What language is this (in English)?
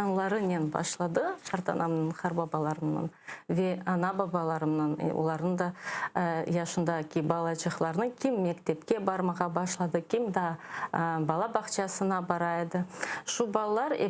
Crimean Tatar